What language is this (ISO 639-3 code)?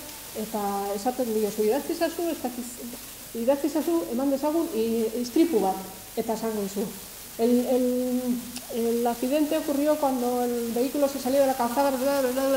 eus